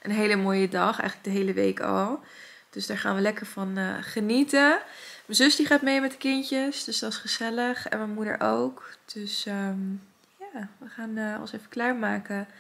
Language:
Dutch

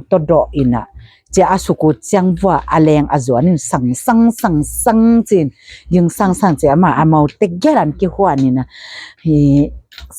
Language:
Tedim Chin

